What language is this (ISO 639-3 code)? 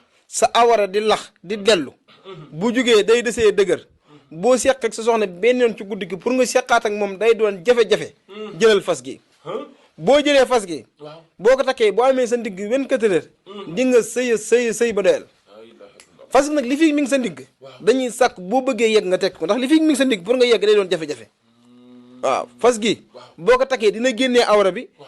wol